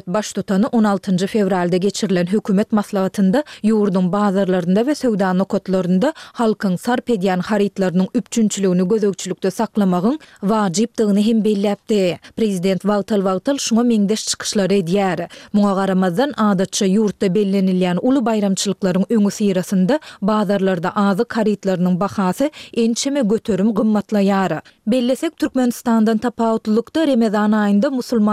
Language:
Turkmen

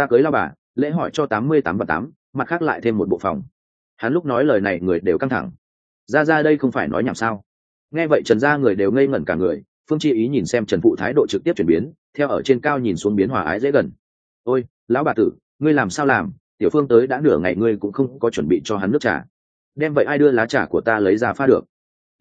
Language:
Vietnamese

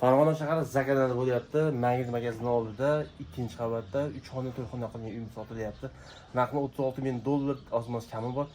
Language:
Uzbek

